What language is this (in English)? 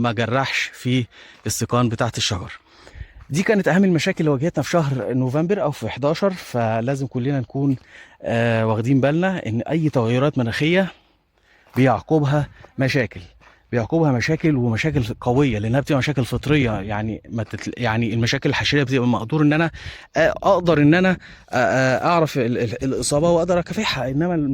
Egyptian Arabic